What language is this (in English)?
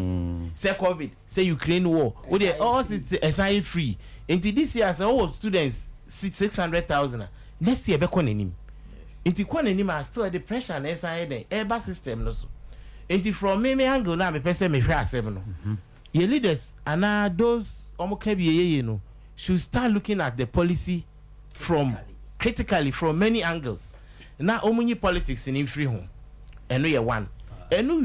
Akan